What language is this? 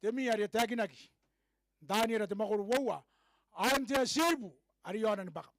Gilbertese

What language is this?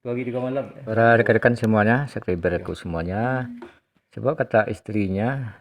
Minangkabau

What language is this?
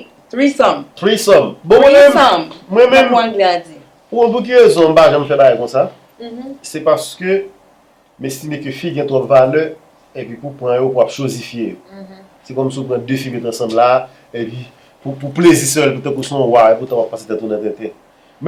Haitian Creole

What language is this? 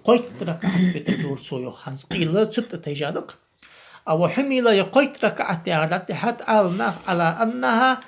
Ingush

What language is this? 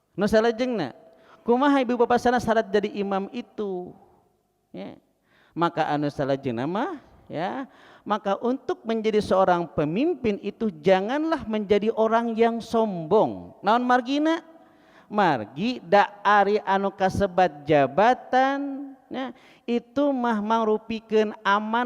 Sundanese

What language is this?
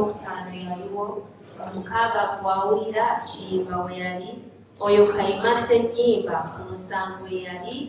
Ganda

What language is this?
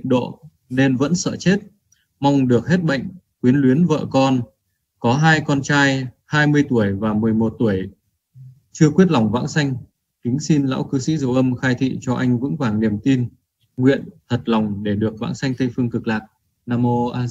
Vietnamese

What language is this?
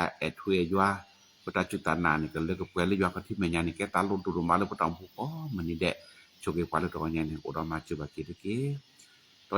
S'gaw Karen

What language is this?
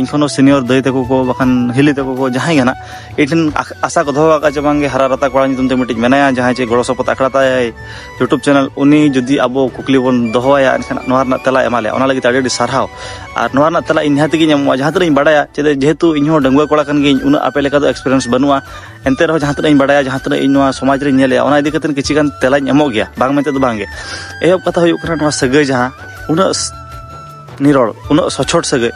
Santali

